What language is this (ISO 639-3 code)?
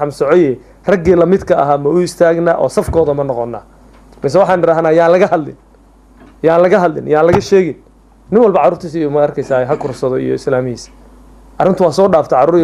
som